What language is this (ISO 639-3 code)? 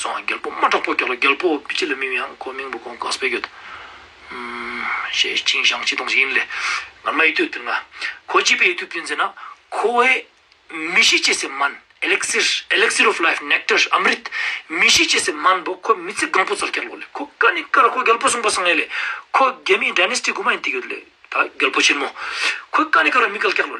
lbj